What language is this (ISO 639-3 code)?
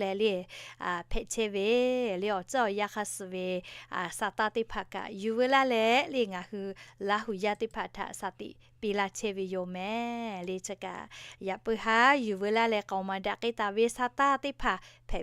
lhu